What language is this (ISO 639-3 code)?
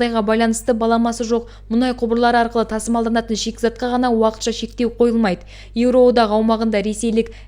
kaz